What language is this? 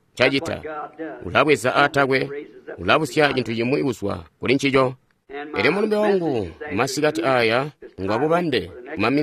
Tonga (Zambia)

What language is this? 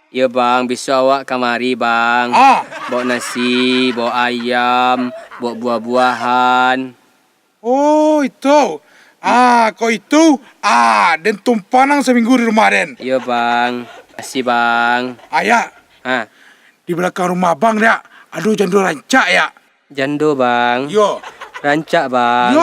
Minangkabau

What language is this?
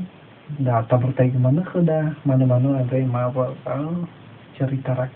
Nias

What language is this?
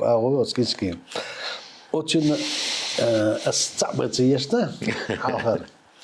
Chechen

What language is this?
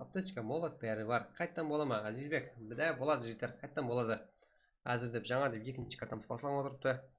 Kara-Kalpak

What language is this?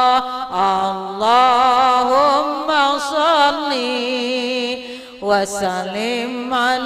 Banjar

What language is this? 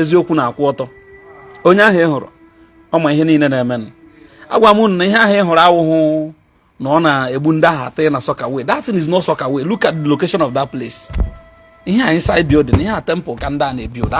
Igbo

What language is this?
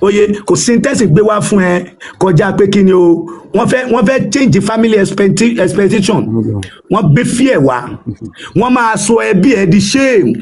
Yoruba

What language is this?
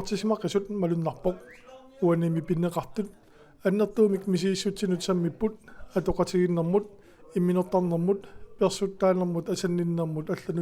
Kalaallisut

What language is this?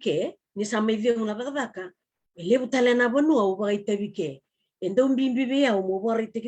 Fijian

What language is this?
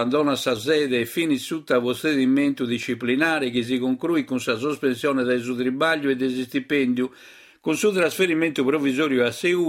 Sardinian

